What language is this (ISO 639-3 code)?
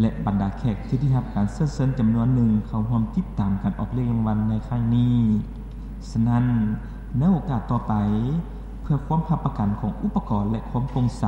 lao